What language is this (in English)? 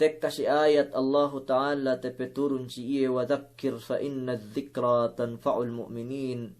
Yakan